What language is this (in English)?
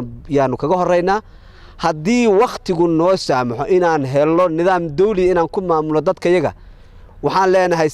Somali